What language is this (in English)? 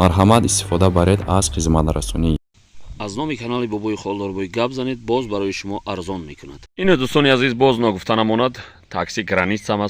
Tajik